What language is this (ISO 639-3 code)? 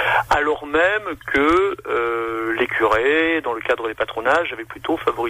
fra